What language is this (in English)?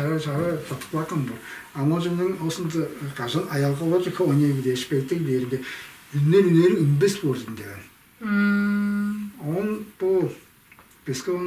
Tuvinian